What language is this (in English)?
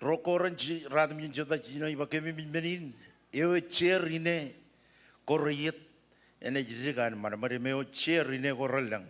Marshallese